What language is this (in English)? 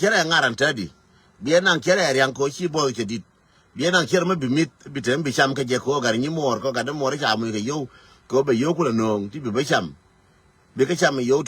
Nuer